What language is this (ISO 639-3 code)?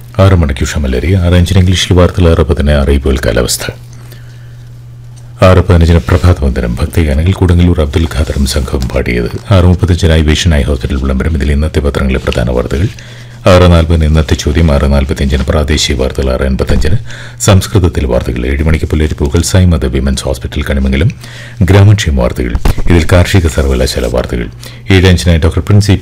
mal